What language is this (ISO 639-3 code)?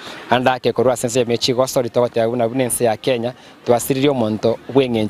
guz